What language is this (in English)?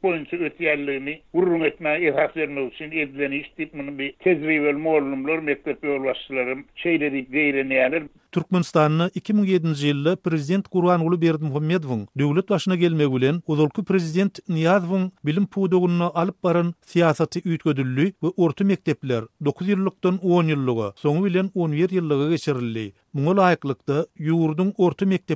Turkmen